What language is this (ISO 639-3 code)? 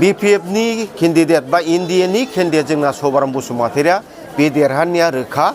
brx